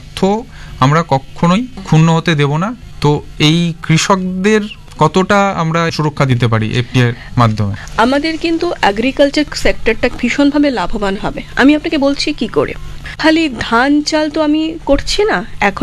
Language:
Bangla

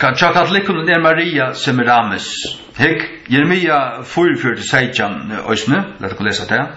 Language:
Faroese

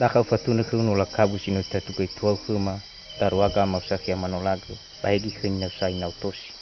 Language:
Nias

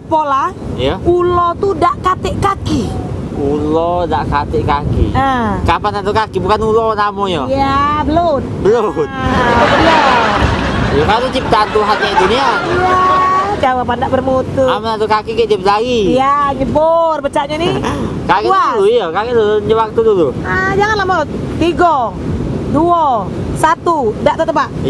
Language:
Musi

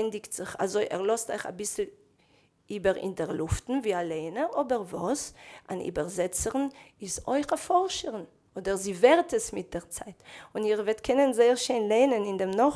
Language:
Yiddish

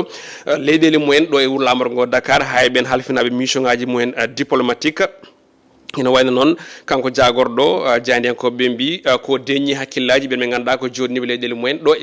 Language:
Fula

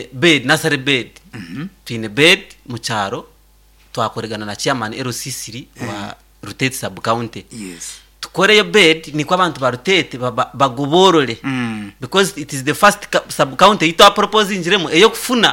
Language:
Nyankole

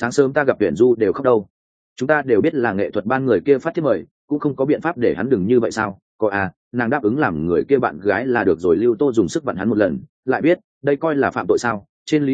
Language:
Vietnamese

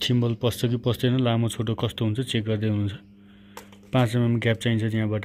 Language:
Nepali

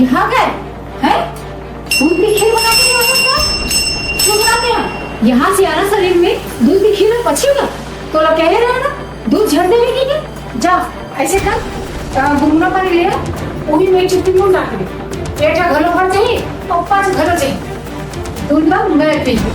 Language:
Chhattisgarhi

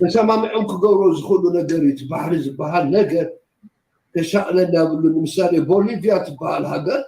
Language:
Tigrinya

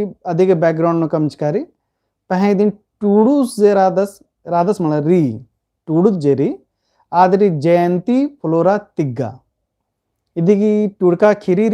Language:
Kurukh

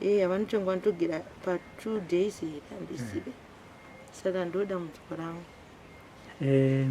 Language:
Shona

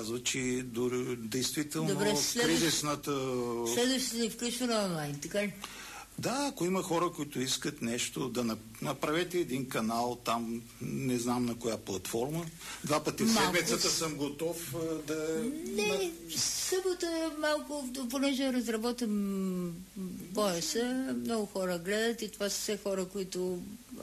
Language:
Bulgarian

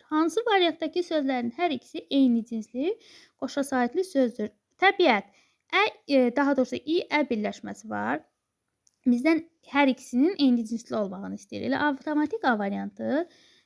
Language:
Azerbaijani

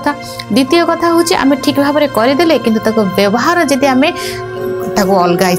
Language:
Odia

